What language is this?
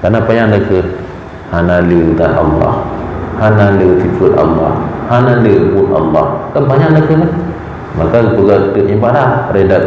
Achinese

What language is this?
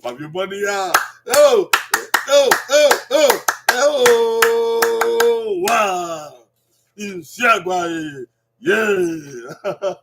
Bini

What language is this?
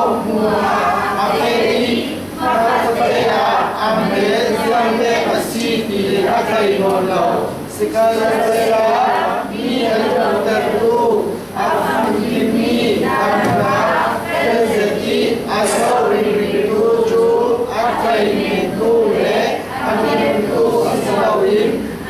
Falam Chin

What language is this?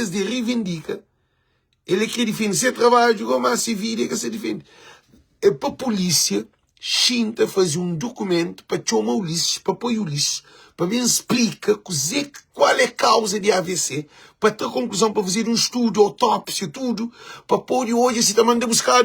Kabuverdianu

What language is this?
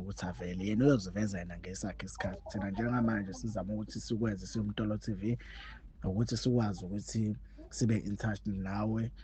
Zulu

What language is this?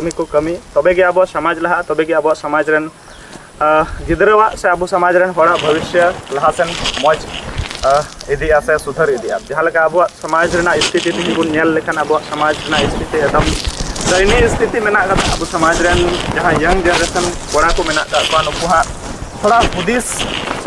Santali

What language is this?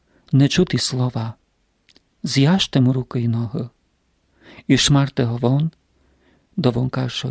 Rusyn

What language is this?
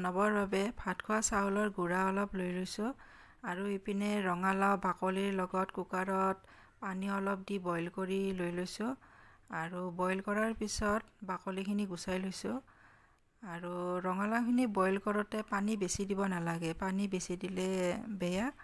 Assamese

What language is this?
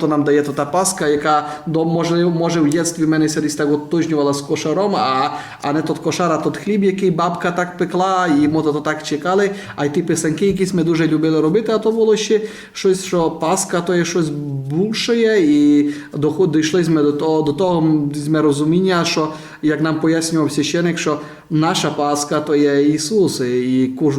Rusyn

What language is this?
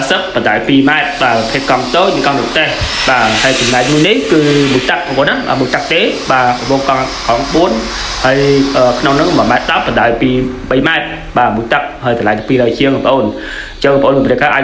Khmer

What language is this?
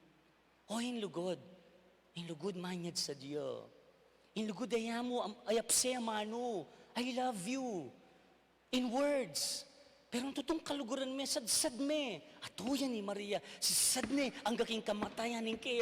Pampanga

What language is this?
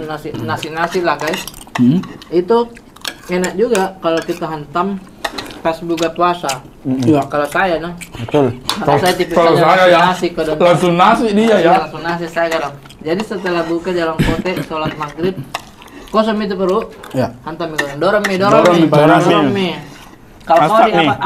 Makassar Malay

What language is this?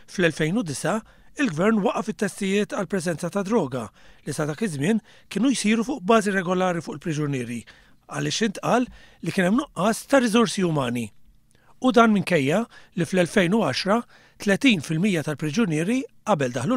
Maltese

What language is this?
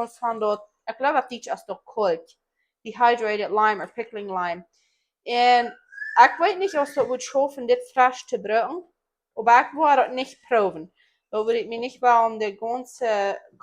Plautdietsch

